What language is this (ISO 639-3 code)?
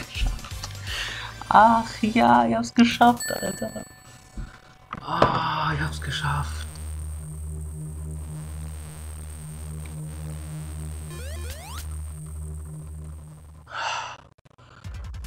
deu